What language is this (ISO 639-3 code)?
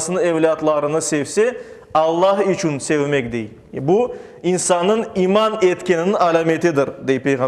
crh